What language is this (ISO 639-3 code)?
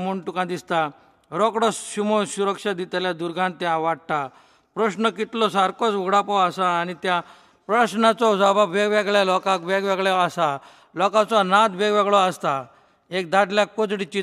kok